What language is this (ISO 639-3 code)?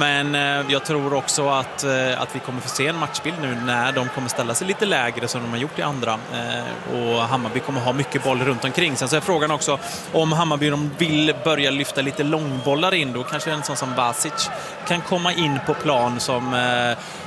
swe